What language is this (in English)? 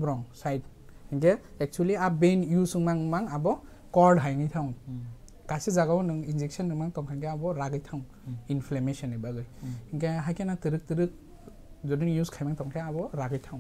Kok Borok